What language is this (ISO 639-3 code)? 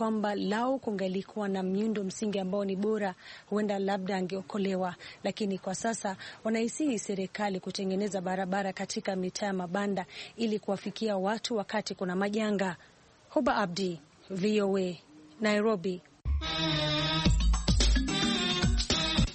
swa